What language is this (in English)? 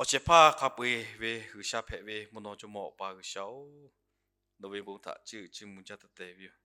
Lahu